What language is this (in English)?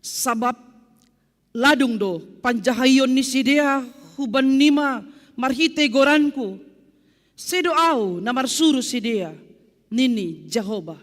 Batak Simalungun